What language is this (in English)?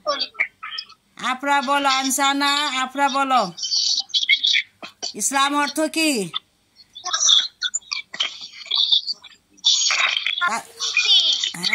Bangla